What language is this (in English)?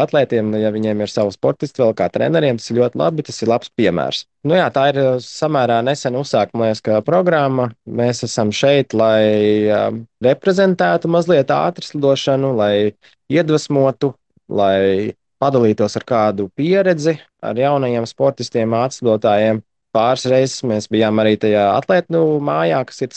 Latvian